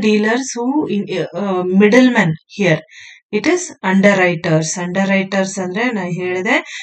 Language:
Kannada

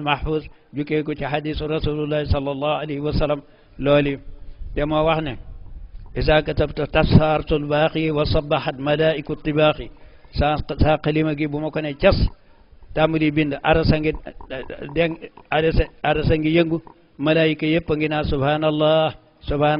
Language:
Wolof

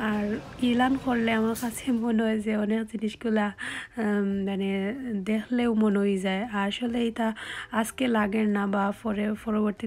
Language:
Sylheti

